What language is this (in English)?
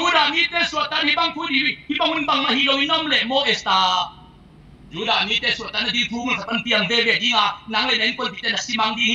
Tedim Chin